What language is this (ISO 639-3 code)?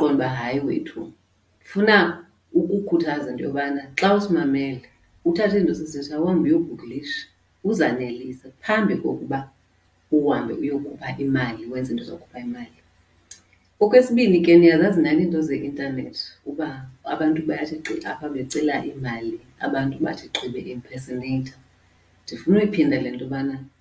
xho